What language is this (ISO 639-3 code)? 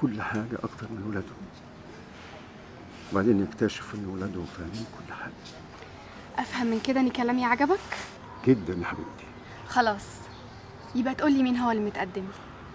arz